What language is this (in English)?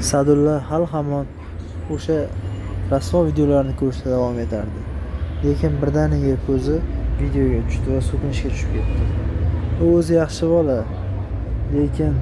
Uzbek